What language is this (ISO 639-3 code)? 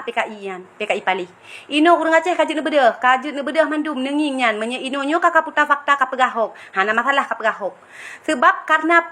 ace